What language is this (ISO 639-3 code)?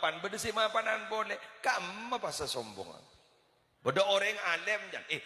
mad